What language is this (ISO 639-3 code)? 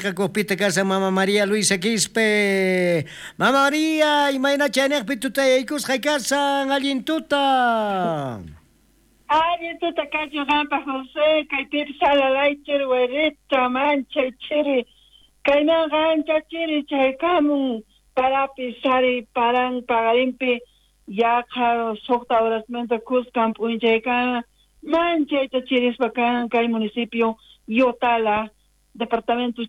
quh